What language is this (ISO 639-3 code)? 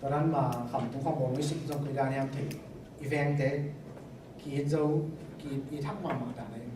ctd